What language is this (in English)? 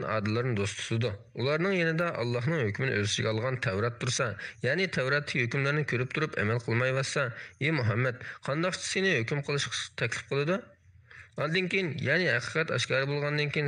Uyghur